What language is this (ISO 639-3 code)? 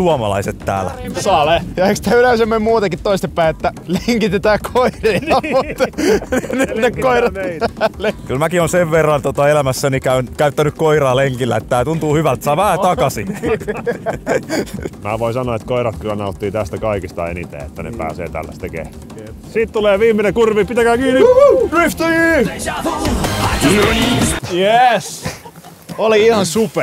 fin